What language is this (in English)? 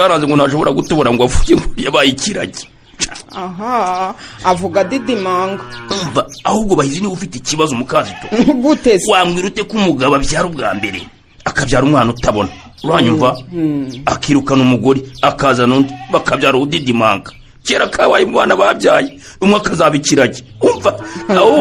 Kinyarwanda